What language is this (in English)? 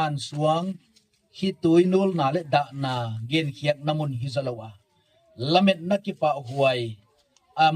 Gangte